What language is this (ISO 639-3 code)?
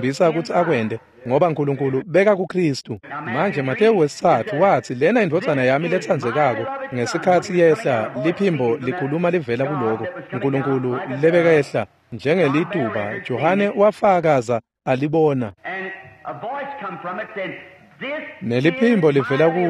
ssw